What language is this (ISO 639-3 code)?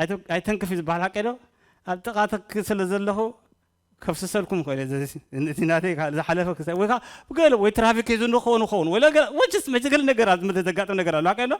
tir